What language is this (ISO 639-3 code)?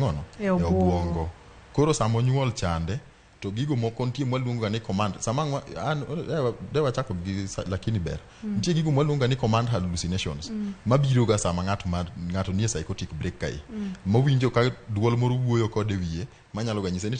luo